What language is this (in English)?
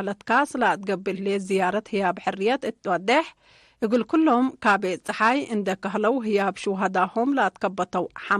Tigre